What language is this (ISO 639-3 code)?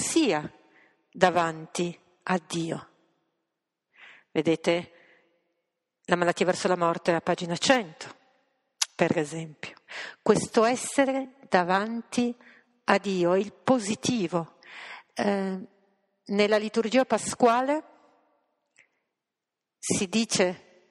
ita